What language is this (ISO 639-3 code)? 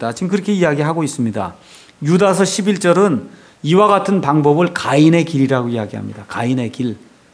kor